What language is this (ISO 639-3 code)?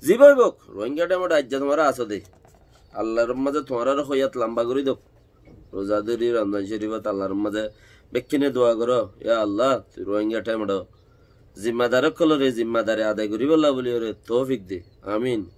rhg